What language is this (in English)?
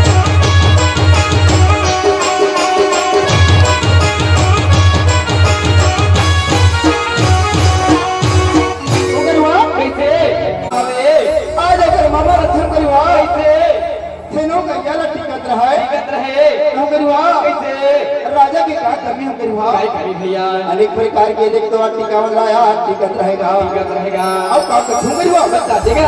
Chhattisgarhi